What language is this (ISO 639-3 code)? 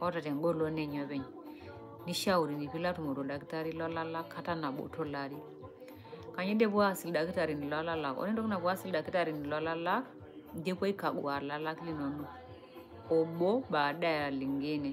mas